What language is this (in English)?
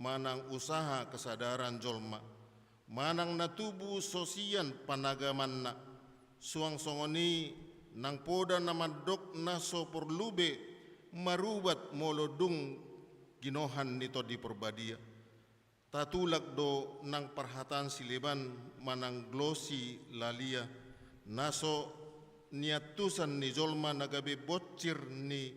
Batak Toba